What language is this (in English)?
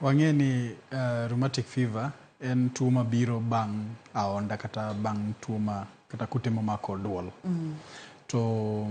Luo (Kenya and Tanzania)